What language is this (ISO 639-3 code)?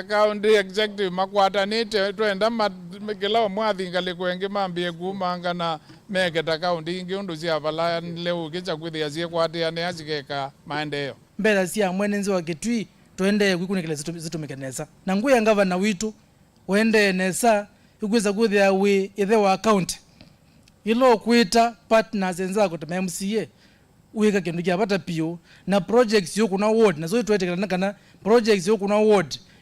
kam